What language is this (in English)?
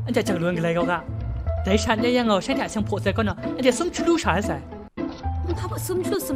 Kachin